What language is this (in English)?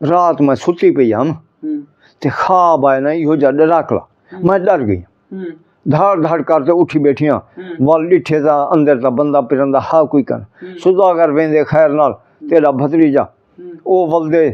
Saraiki